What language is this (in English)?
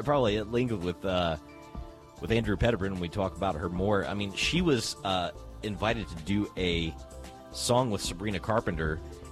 English